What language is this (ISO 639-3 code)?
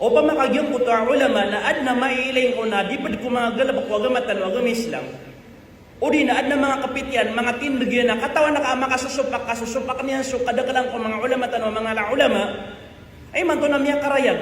mrw